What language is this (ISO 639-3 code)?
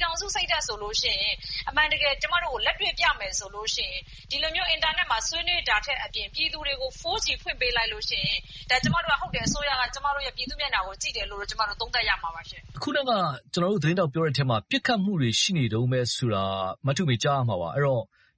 mya